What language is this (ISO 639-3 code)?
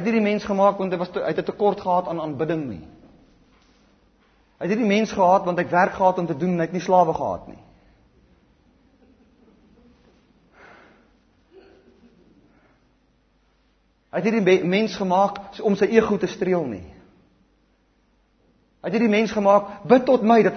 afr